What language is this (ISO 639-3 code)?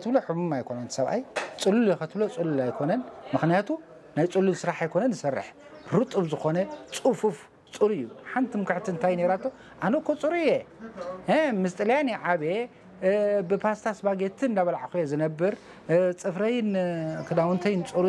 tir